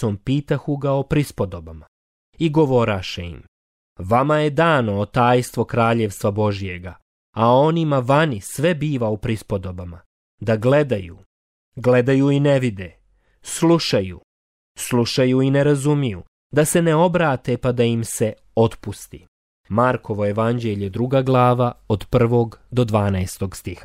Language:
Croatian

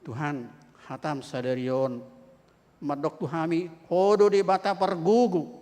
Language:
Batak Toba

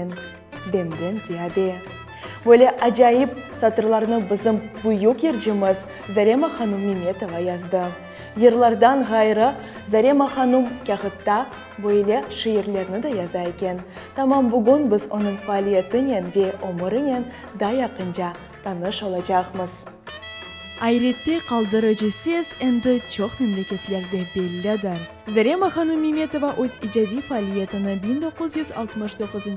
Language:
Crimean Tatar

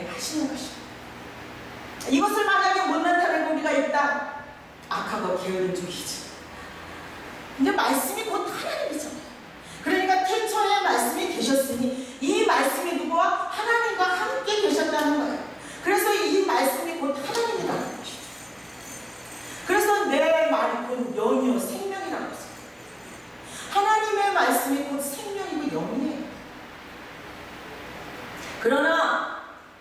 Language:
Korean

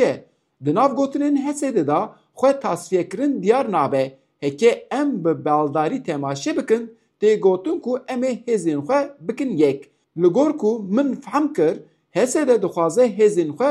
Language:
Kurdish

